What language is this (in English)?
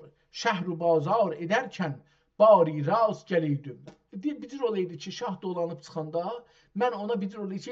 South Azerbaijani